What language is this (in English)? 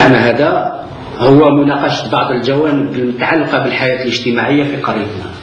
Algerian Arabic